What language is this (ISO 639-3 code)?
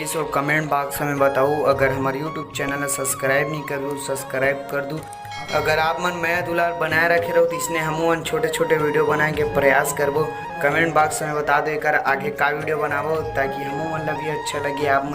hne